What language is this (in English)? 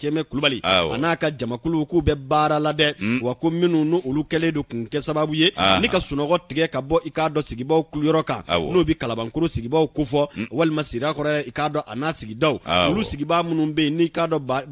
Bambara